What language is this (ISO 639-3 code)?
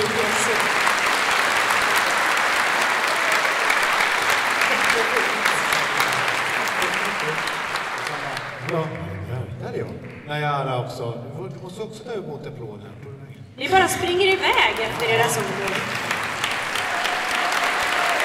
swe